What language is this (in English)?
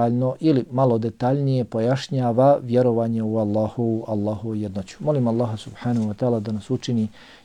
Bosnian